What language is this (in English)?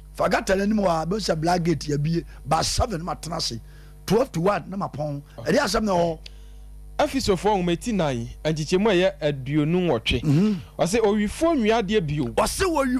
Akan